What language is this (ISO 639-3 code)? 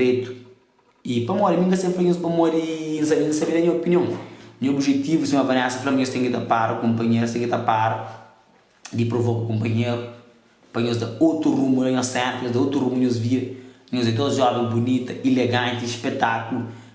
kea